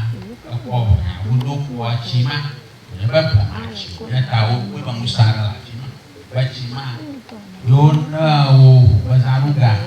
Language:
Ewe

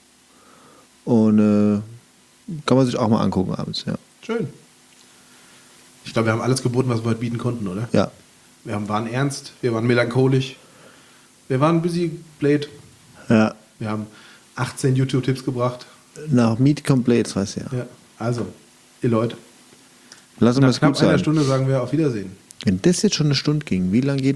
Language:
German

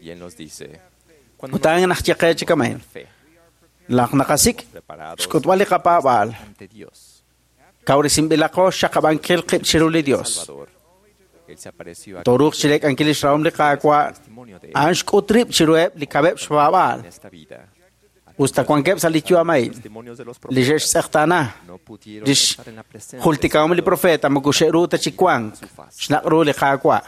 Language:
Kekchí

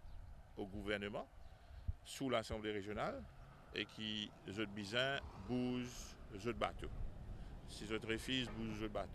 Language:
Morisyen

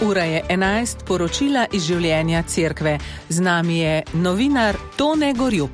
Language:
Slovenian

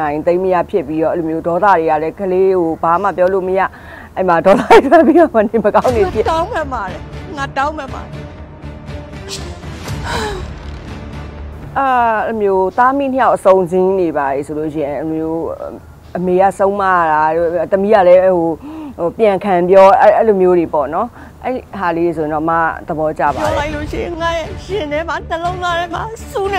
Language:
Burmese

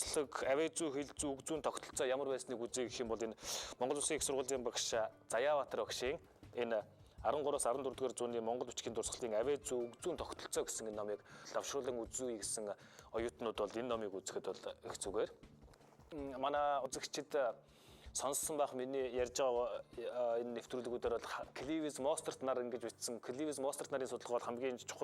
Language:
Mongolian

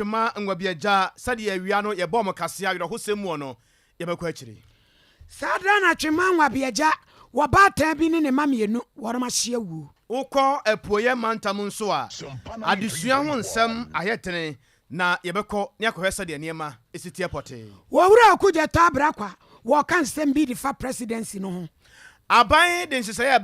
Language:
Akan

